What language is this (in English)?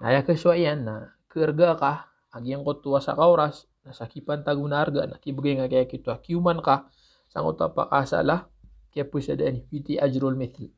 Maranao